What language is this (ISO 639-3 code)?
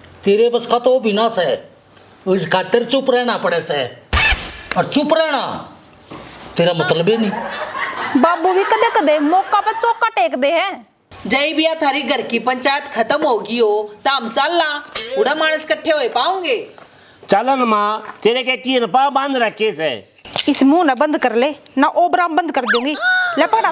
bgc